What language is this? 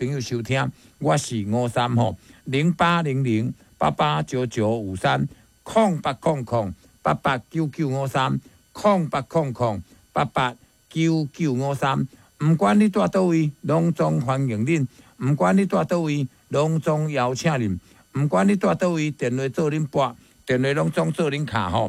Min Nan Chinese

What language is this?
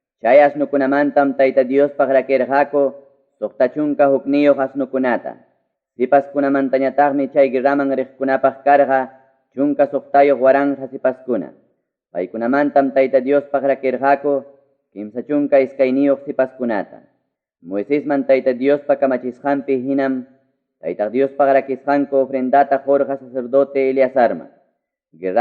Ayacucho Quechua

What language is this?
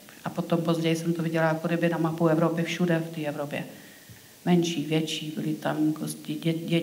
Czech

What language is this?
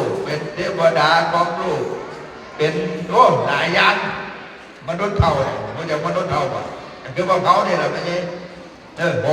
Northeastern Thai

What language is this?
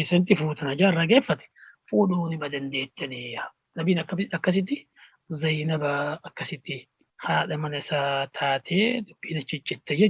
Oromo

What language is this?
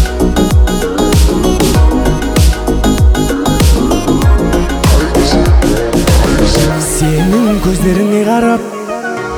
Kazakh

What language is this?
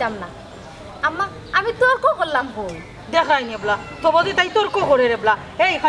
Sylheti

